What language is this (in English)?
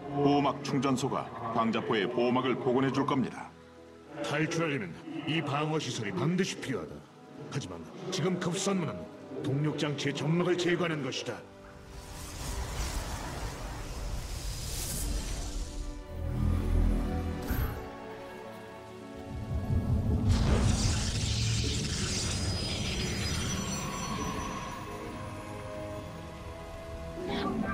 Korean